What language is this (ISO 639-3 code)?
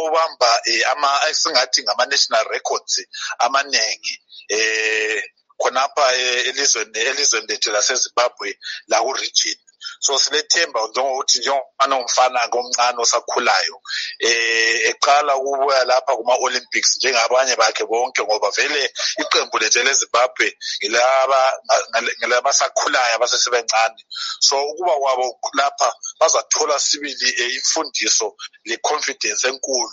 nde